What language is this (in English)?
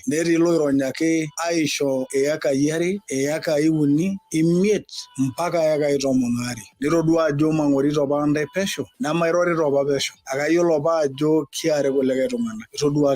Masai